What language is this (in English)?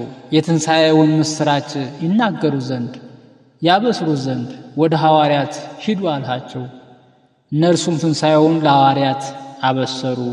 Amharic